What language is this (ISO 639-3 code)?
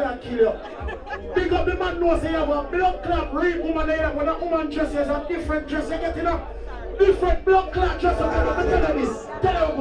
jam